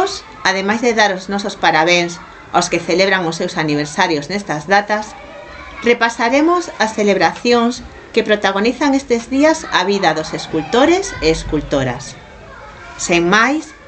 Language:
Galician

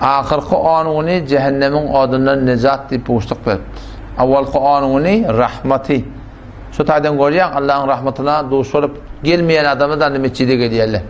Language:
Turkmen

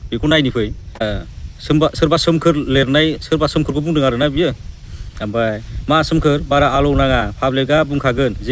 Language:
Bodo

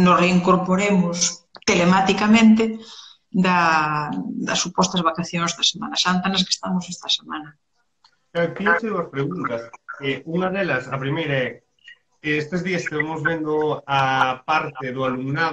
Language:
Galician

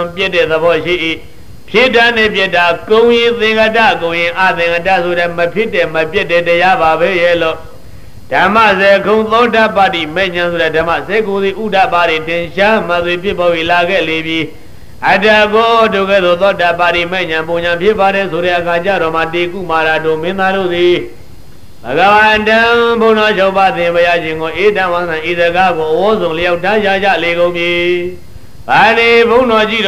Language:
Burmese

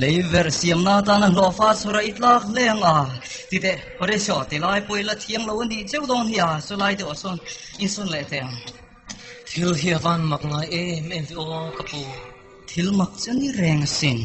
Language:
Mizo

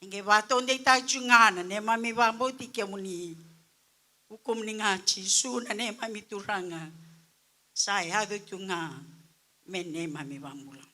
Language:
Fijian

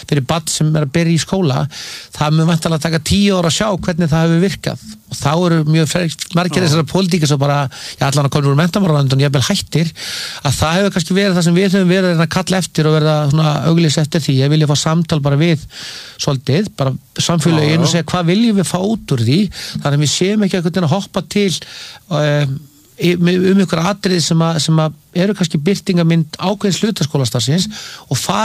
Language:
Icelandic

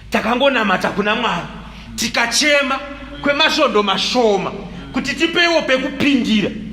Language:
Shona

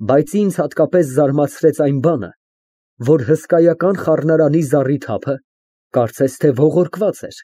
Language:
Armenian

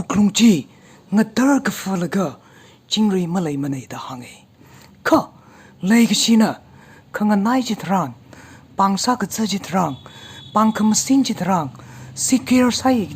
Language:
Tangkhul Naga (India)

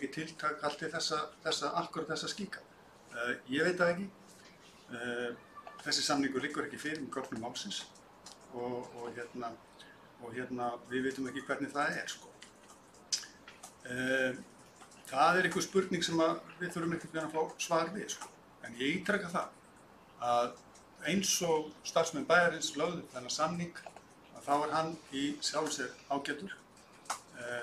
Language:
Icelandic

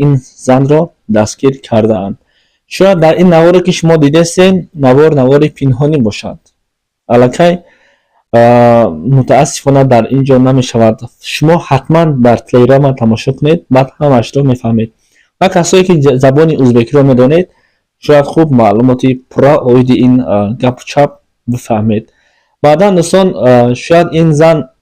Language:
Tajik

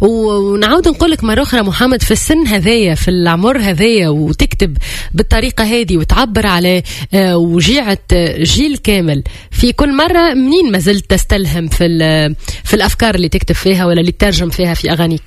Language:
Tunisian Arabic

